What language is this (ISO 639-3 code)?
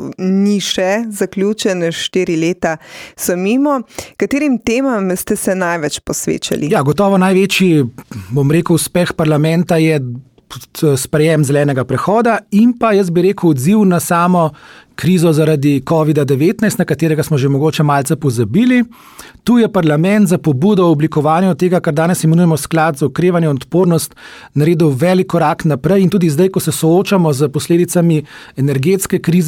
slv